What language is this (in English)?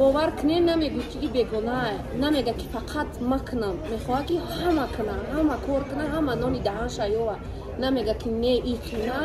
Tajik